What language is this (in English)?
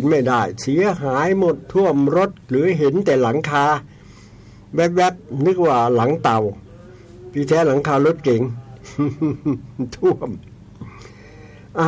Thai